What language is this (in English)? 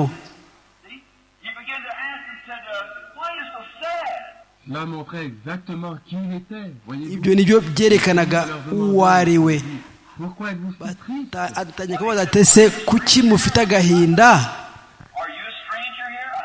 Kinyarwanda